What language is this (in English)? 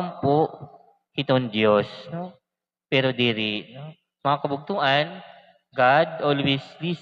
Waray